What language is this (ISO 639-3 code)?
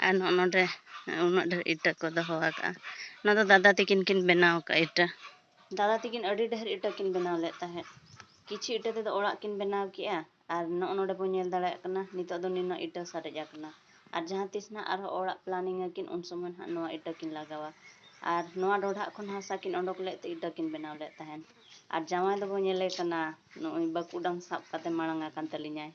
sat